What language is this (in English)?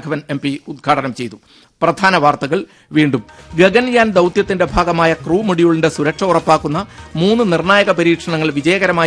Malayalam